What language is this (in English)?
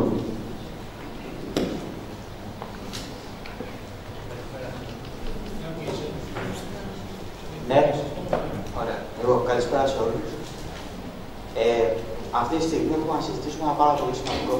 Greek